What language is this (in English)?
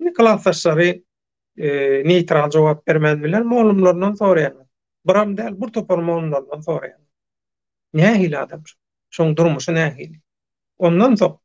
Turkmen